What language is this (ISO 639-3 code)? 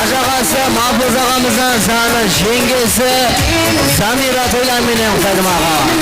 kaa